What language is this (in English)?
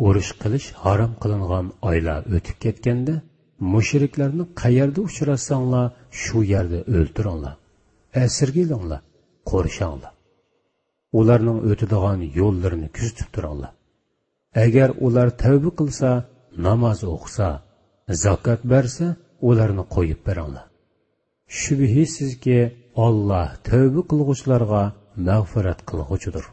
Uyghur